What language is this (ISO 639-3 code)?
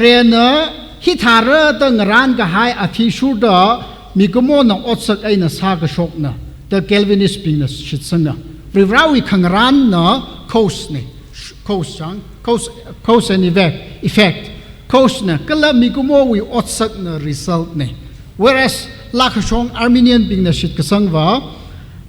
nmf